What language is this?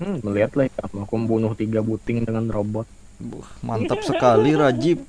Banjar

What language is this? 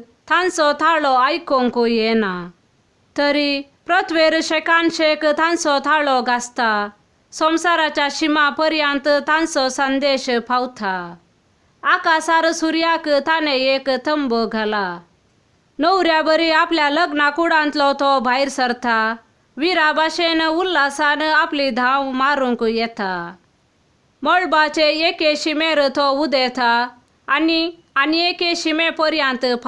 Konkani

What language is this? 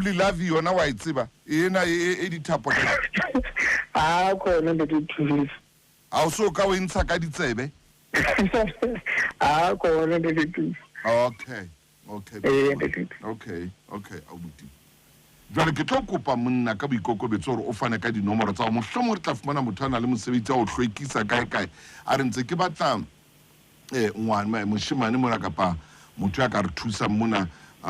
Southern Sotho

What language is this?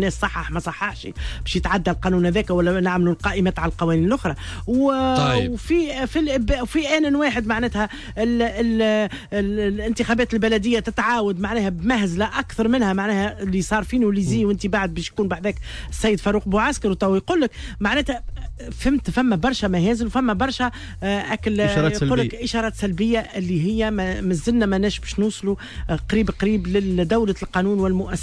Tunisian Arabic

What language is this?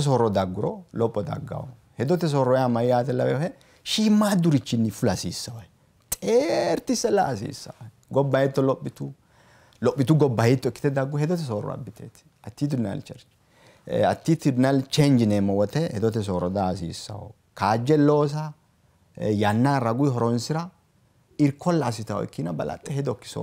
Sidamo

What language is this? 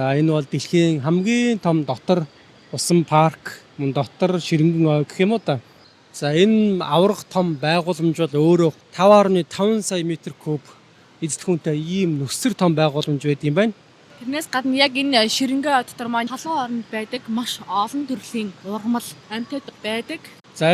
Mongolian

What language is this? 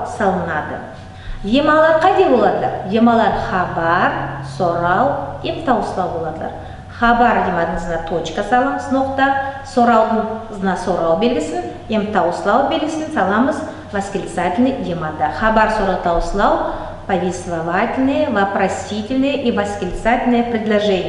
Nogai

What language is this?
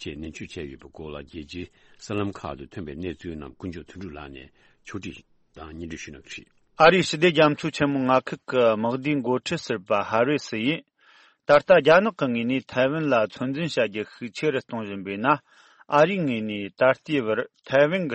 Tibetan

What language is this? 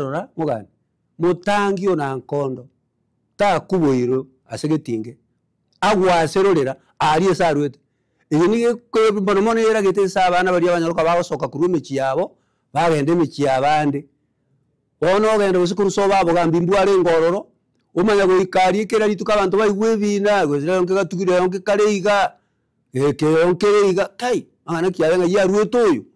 Gusii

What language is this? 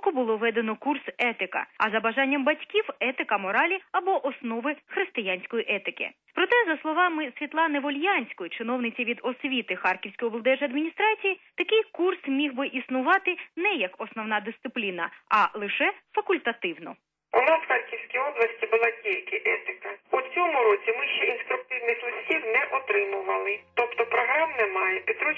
Ukrainian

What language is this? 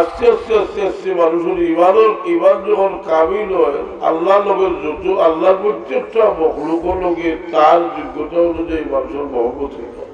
Sylheti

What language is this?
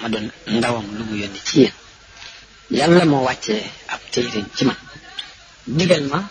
Wolof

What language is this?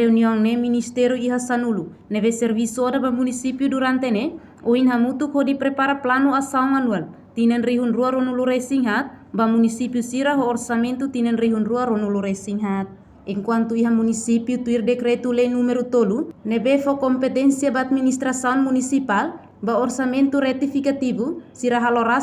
Tetum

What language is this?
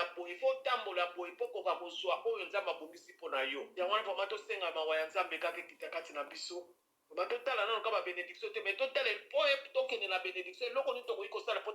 Lingala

